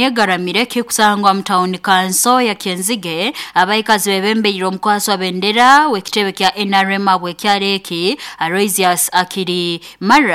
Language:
Nyoro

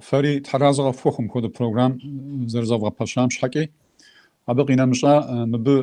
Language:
Kabardian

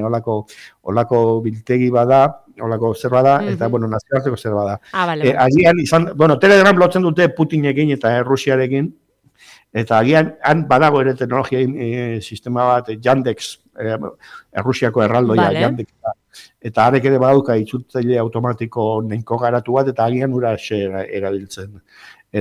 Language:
Basque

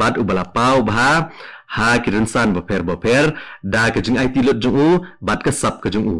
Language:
Khasi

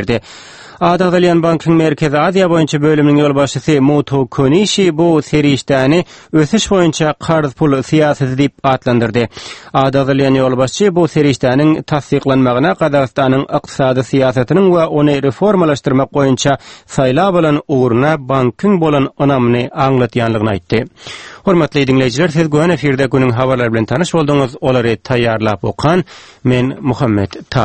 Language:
Turkmen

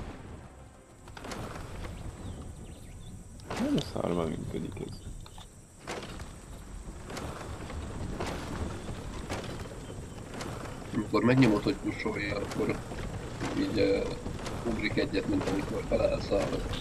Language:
Hungarian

